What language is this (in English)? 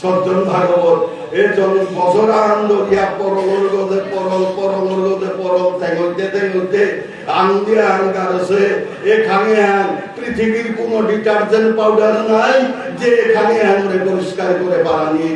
Bishnupriya